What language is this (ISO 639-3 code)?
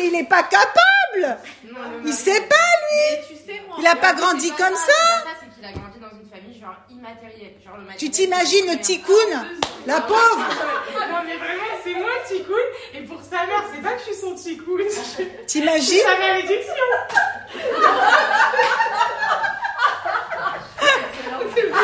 fra